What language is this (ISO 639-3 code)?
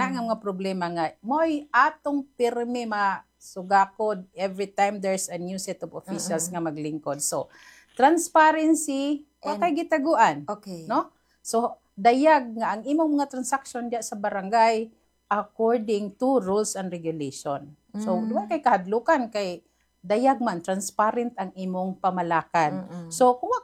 ceb